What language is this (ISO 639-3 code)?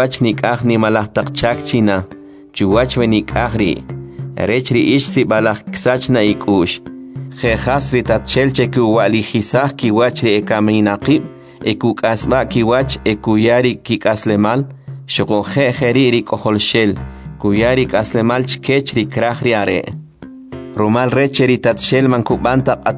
quc